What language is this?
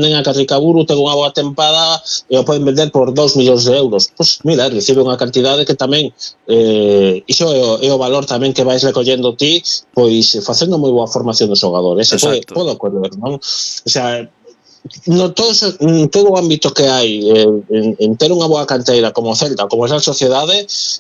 Galician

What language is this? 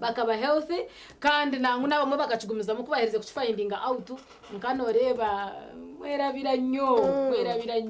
Nyankole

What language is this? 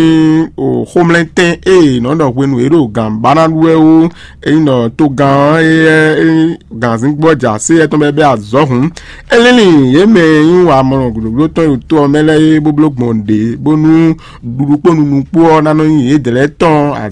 Fon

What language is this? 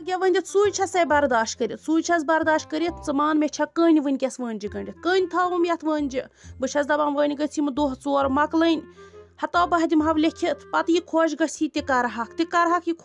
Kashmiri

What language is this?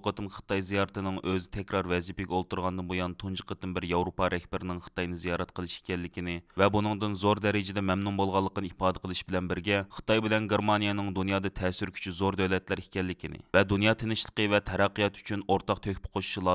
Uyghur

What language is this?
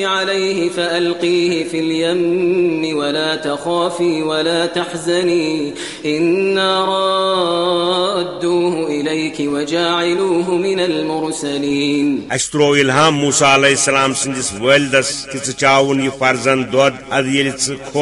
Kashmiri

